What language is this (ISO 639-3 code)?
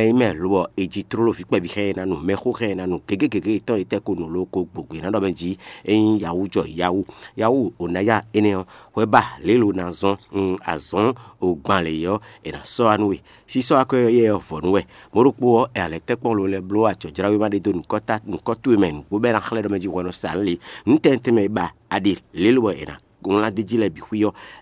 fon